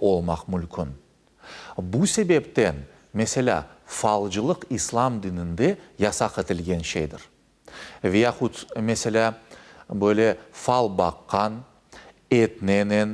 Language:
Crimean Tatar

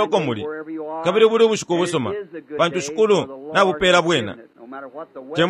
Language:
Bemba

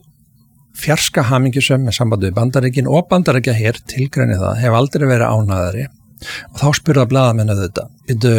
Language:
Icelandic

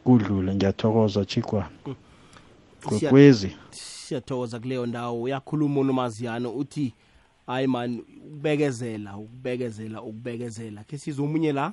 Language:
South Ndebele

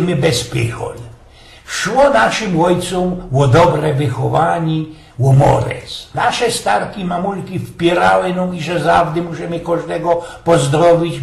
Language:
Silesian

